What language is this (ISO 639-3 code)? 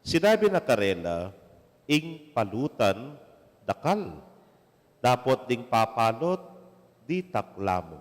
pam